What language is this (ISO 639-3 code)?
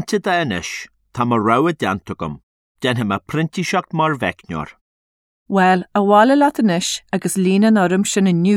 gle